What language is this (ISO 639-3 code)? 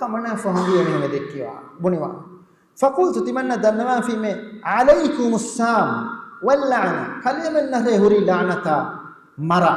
div